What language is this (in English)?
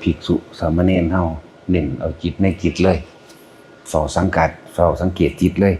Northeastern Thai